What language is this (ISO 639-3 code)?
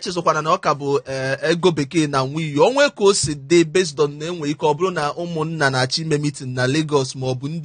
ibo